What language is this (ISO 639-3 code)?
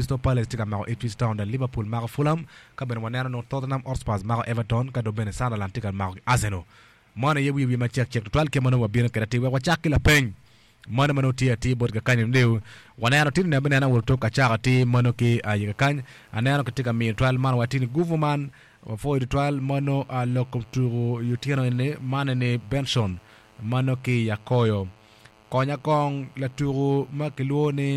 ach